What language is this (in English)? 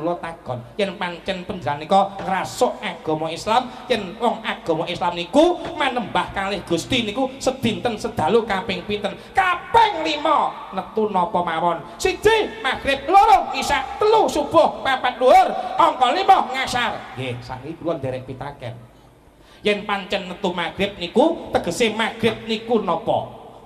Javanese